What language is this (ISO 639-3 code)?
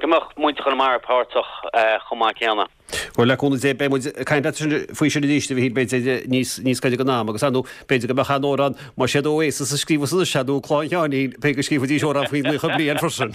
gle